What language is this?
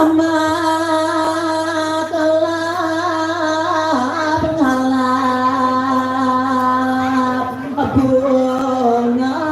Balinese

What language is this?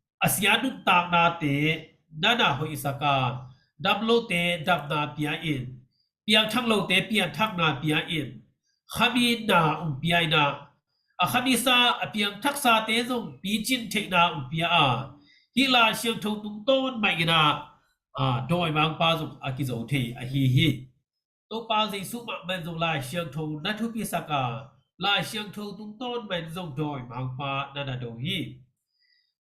Tedim Chin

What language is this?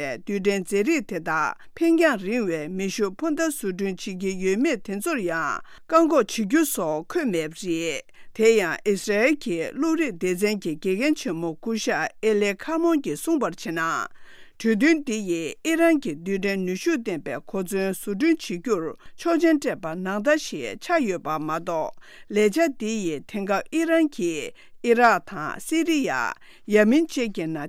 Tibetan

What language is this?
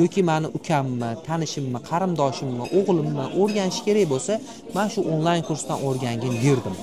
Uzbek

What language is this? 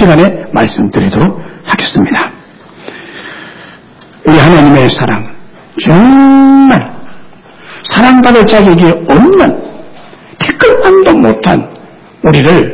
Korean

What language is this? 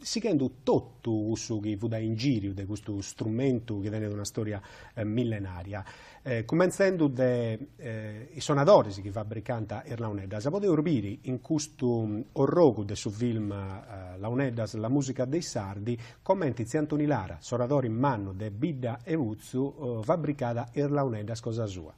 Sardinian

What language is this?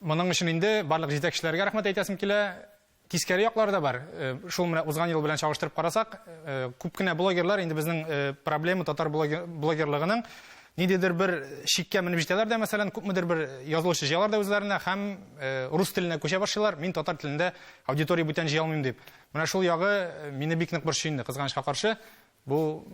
Tatar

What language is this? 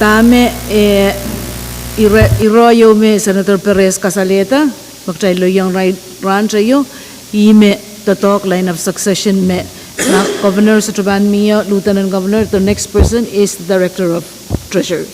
Pohnpeian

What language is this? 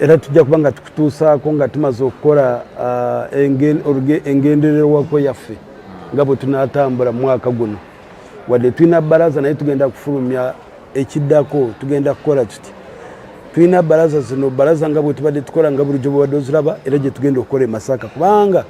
Ganda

